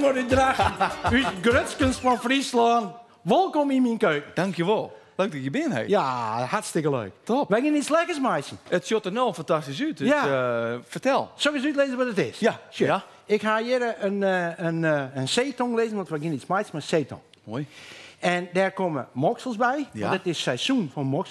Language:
Western Frisian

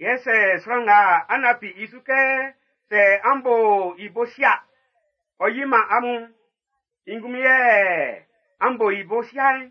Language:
Baoulé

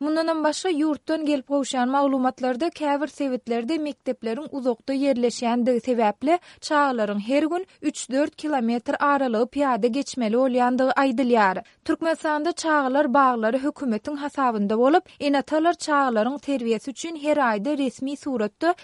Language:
Turkmen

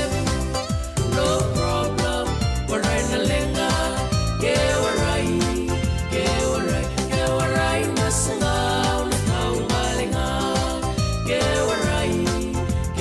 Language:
Fijian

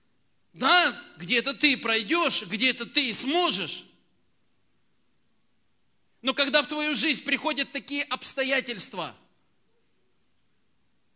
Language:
Russian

